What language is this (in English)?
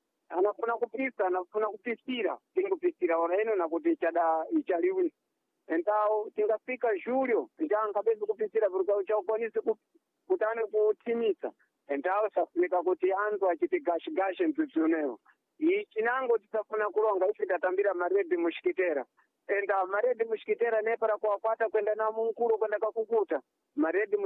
Sena